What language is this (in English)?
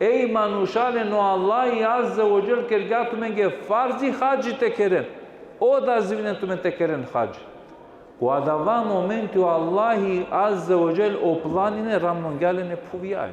Balkan Romani